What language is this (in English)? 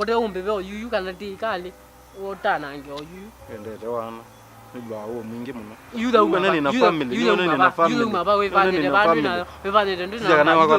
Kamba